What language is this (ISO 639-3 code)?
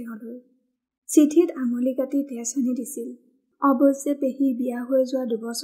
asm